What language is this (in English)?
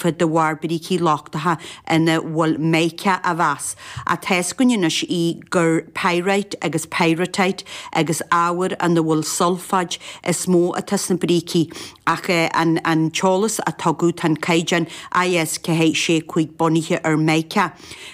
Irish